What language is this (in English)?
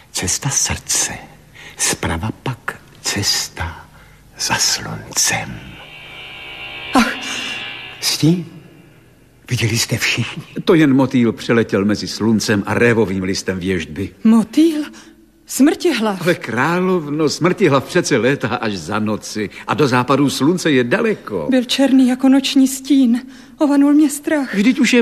Czech